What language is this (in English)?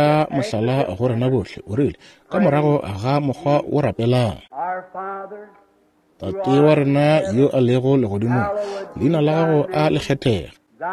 Northern Sotho